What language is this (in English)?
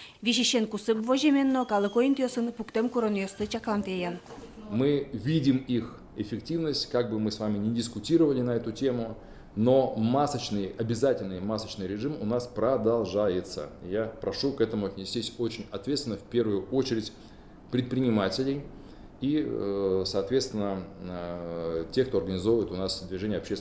Udmurt